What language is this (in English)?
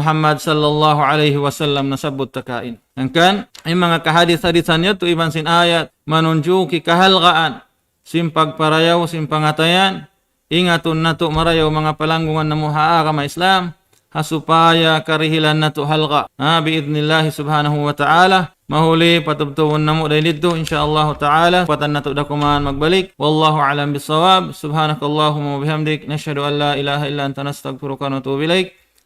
Tausug